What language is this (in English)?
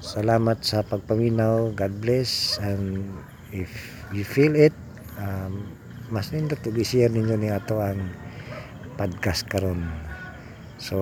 Cebuano